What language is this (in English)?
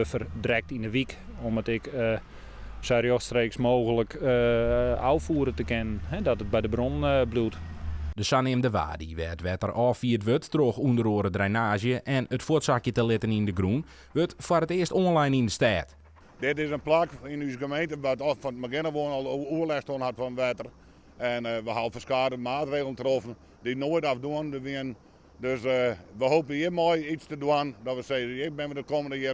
Western Frisian